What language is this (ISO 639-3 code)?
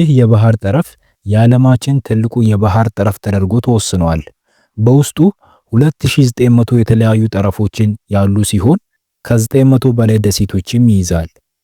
amh